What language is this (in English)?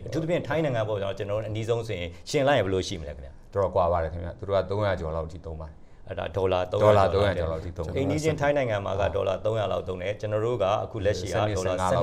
Burmese